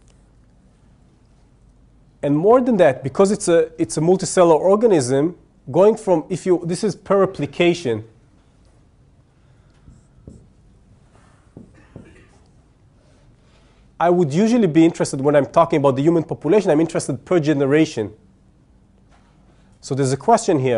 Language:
English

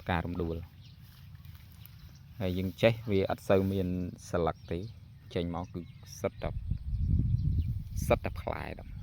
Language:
Khmer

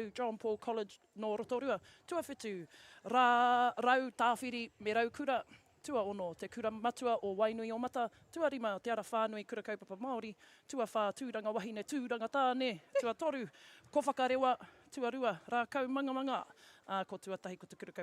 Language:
Māori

